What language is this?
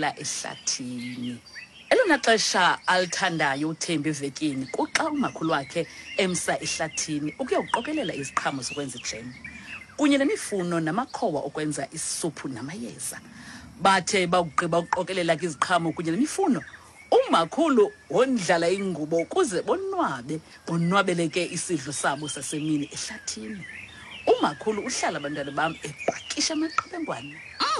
Xhosa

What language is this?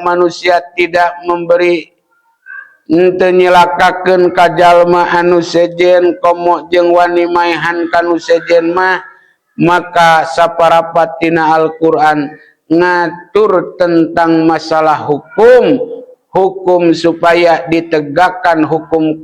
Sundanese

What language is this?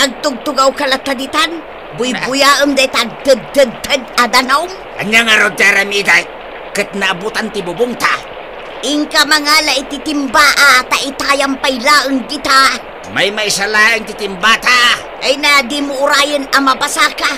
Iloko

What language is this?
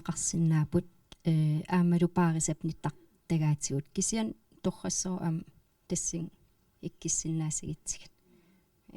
Kalaallisut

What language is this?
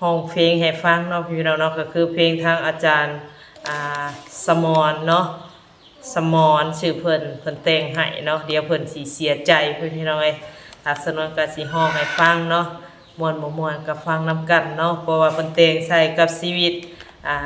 Northeastern Thai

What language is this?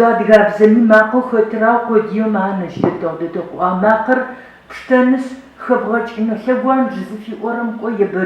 Adyghe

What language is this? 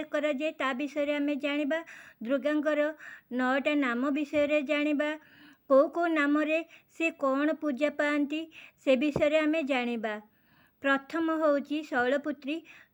Odia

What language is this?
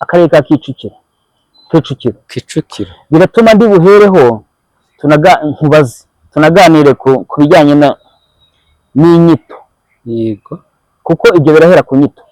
Kinyarwanda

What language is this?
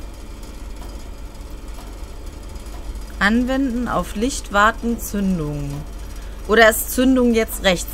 German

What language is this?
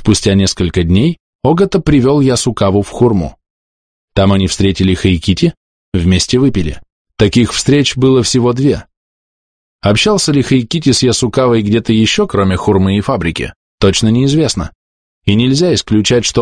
Russian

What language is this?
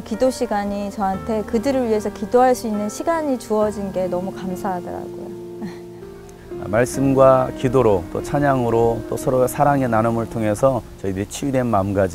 Korean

